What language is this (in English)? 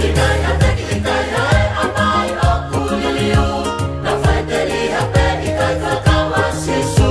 Tongan